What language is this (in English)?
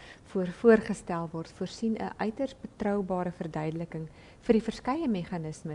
Afrikaans